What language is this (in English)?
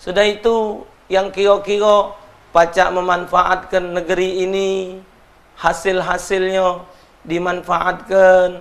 Musi